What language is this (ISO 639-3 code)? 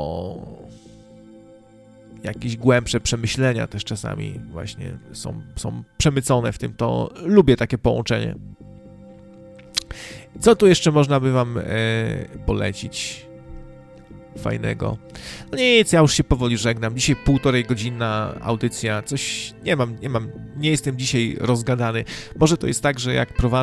pol